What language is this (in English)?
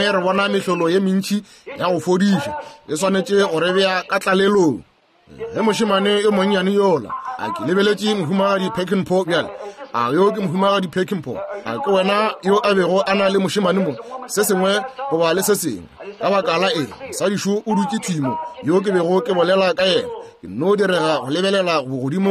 Northern Sotho